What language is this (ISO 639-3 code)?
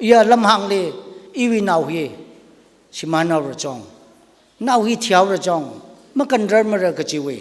nmf